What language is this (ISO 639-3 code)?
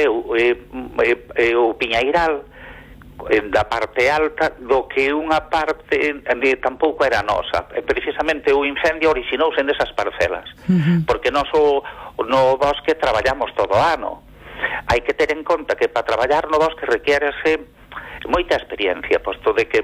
glg